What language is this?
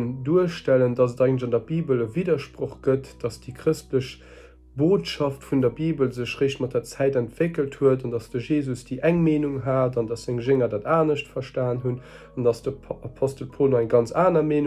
Luxembourgish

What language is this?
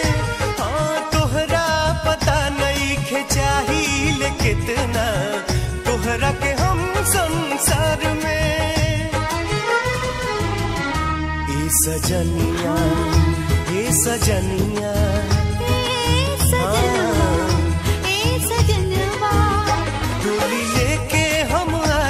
Bhojpuri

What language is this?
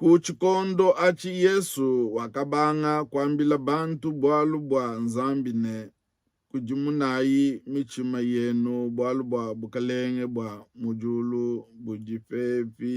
Luba-Lulua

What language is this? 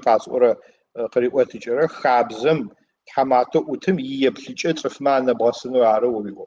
Adyghe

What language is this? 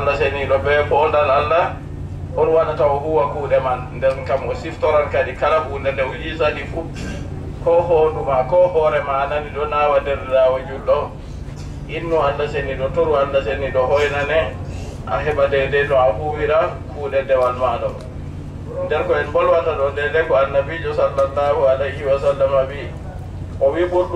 Adamawa Fulfulde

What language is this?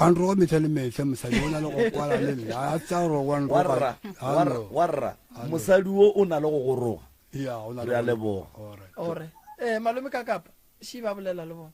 Northern Sotho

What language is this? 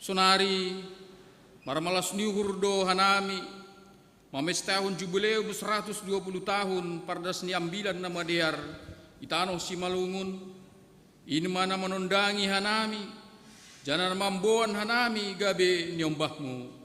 Batak Simalungun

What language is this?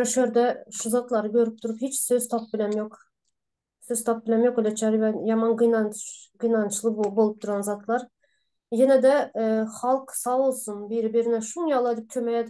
Turkmen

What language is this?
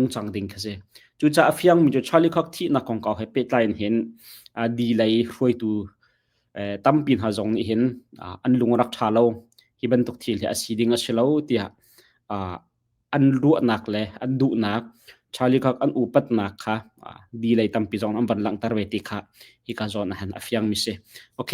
Hakha Chin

